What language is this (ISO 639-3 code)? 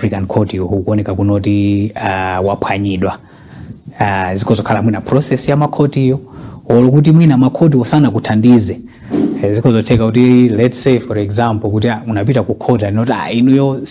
nya